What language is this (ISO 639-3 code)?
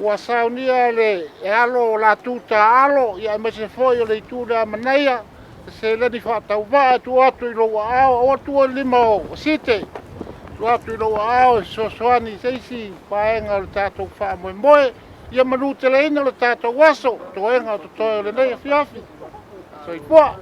smo